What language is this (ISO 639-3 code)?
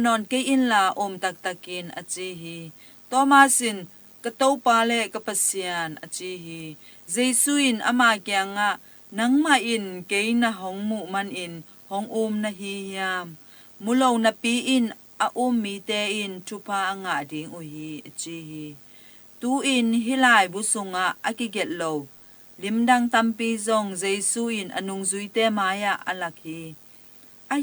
ctd